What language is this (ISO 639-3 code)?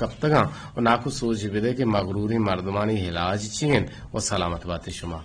bgp